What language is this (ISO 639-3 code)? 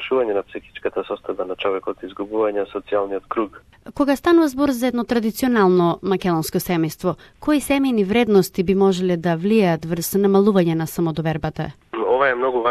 mkd